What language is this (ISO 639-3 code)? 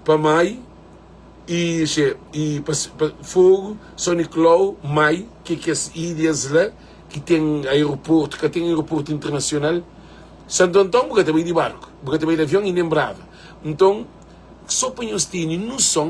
kea